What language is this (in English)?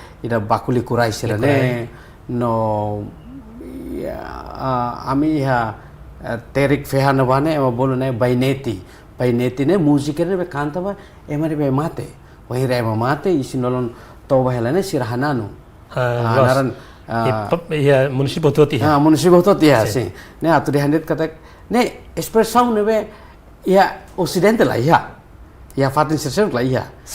Tetum